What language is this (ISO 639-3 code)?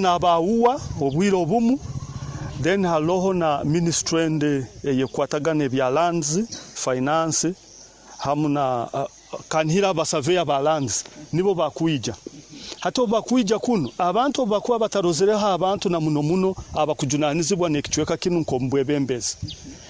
nyo